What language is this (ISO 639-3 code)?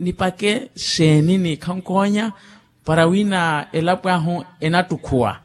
vmw